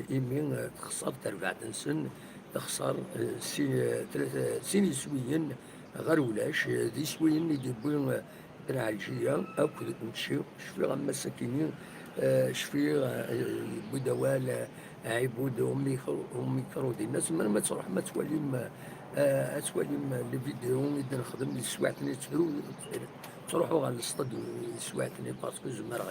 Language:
Kabyle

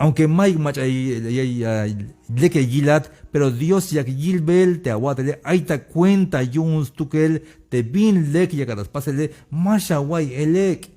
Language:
Tzeltal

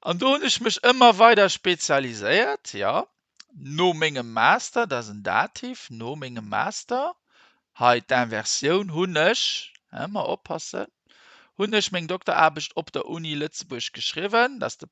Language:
Luxembourgish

